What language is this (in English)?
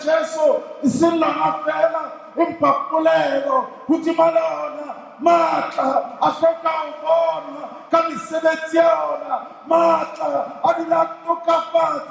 Southern Sotho